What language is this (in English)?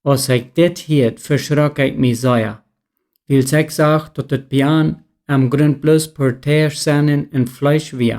Plautdietsch